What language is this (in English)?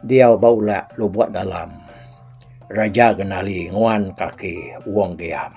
Iban